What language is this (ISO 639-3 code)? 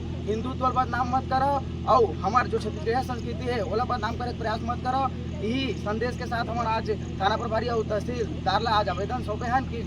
hne